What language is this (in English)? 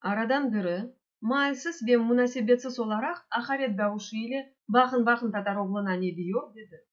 Crimean Tatar